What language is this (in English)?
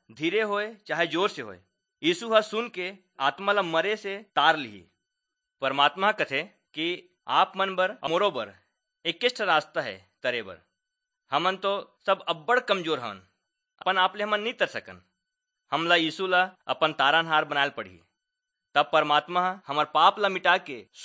Chhattisgarhi